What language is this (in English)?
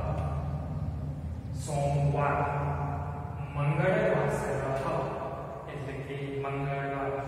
Gujarati